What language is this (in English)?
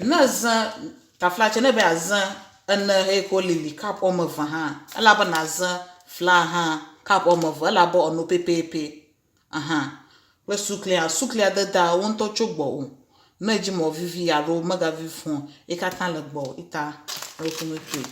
Ewe